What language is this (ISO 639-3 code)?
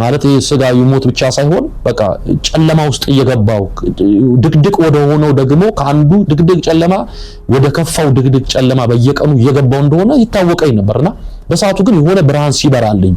amh